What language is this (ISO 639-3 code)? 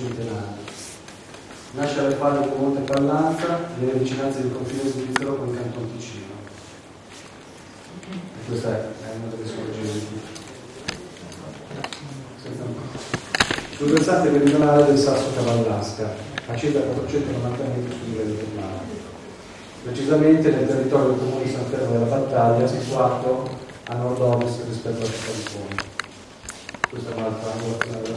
ita